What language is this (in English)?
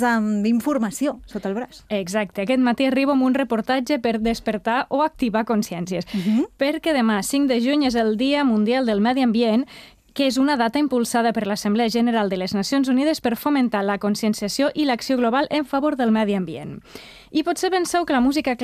Catalan